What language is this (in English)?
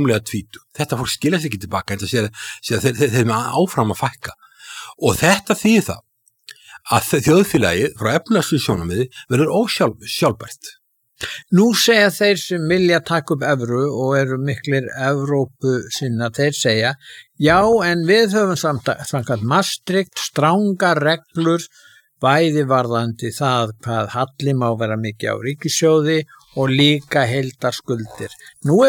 Icelandic